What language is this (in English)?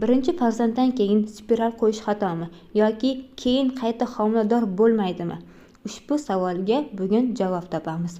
Uzbek